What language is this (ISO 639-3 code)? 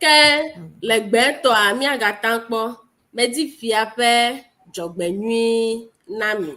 ewe